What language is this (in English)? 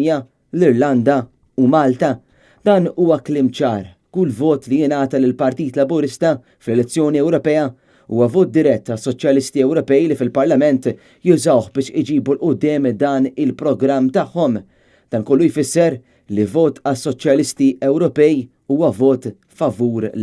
Maltese